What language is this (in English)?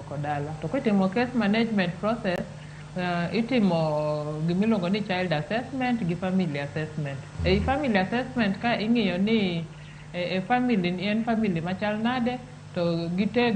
Luo (Kenya and Tanzania)